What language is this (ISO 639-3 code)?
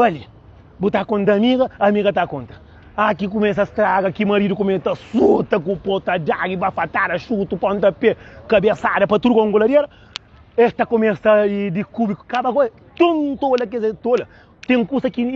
kea